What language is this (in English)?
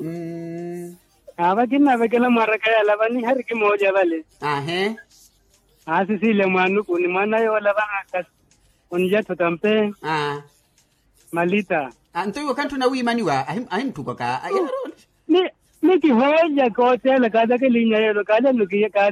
Makhuwa